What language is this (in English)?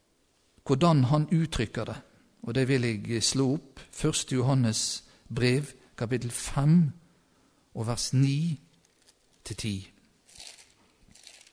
Norwegian